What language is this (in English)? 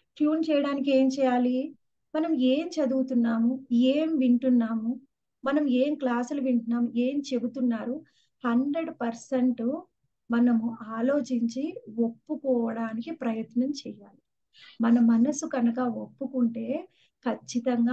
Telugu